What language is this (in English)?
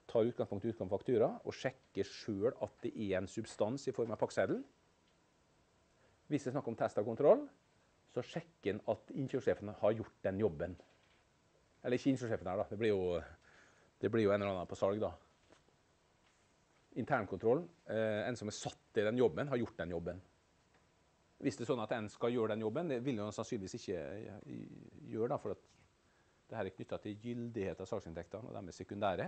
Norwegian